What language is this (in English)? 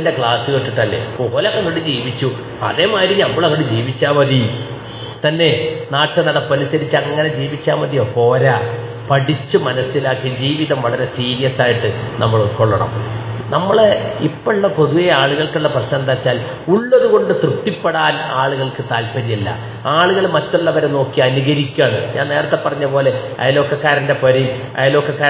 Malayalam